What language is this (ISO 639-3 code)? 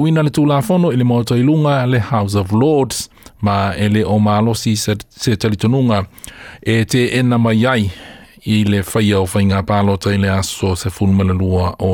smo